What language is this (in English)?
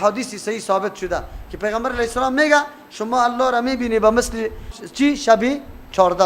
Persian